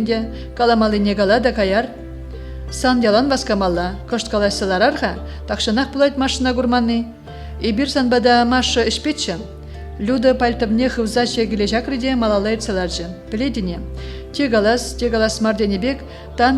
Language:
Chuvash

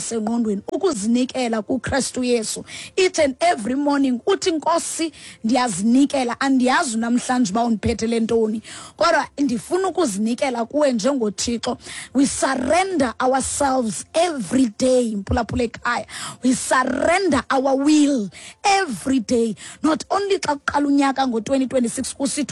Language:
Xhosa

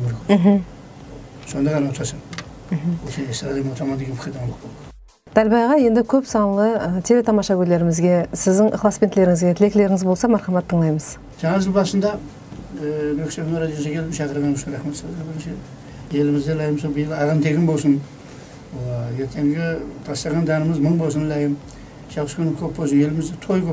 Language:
Kara-Kalpak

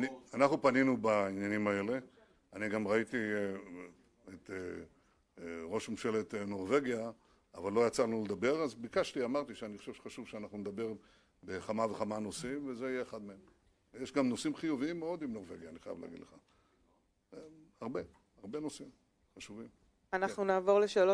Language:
Hebrew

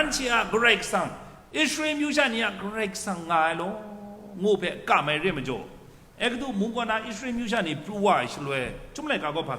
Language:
Kachin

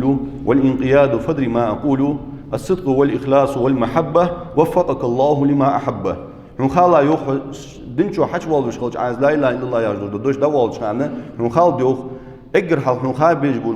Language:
Ingush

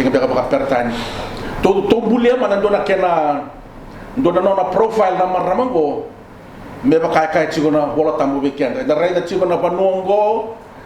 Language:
Fijian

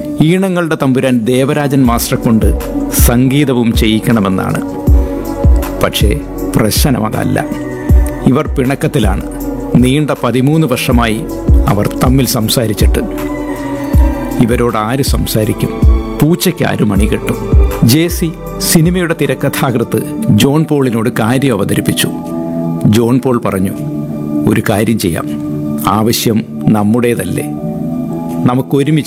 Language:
Malayalam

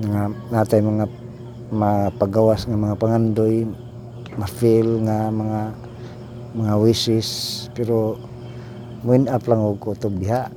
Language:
Cebuano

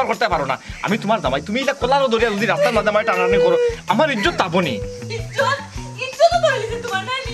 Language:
Sylheti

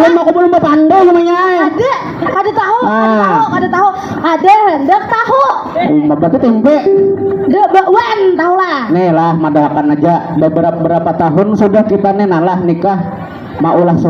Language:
Banjar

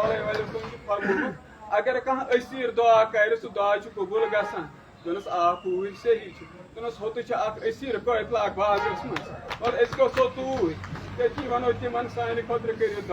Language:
Kashmiri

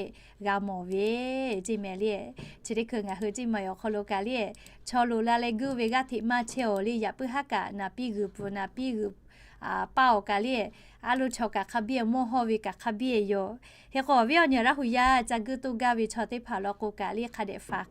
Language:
Lahu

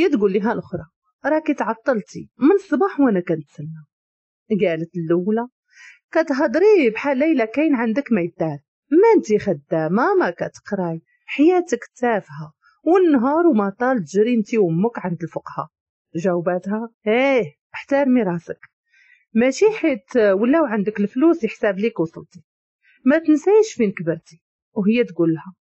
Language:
Moroccan Arabic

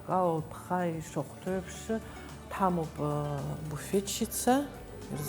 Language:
Abkhazian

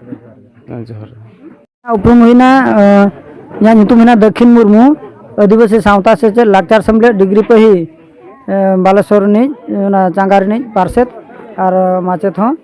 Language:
Santali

